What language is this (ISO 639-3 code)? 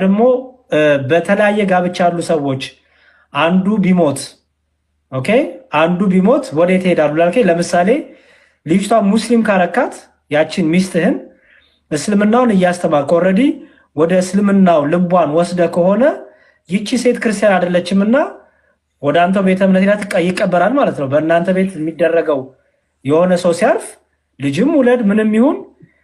amh